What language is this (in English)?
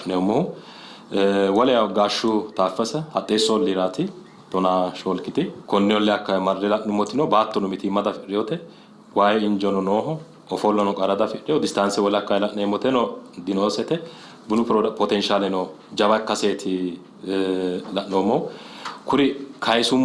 Sidamo